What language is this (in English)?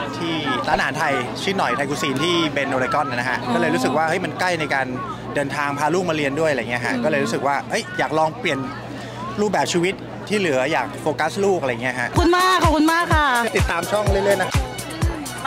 Thai